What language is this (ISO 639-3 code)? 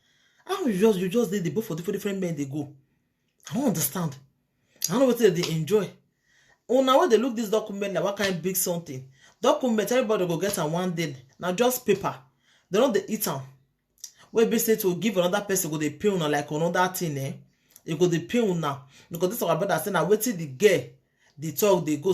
pcm